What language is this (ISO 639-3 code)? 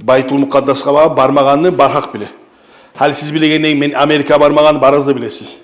kum